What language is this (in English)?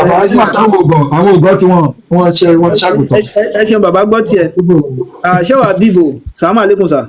Yoruba